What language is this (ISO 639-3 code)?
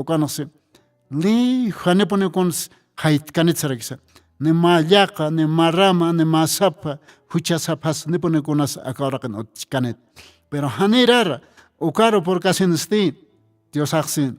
aym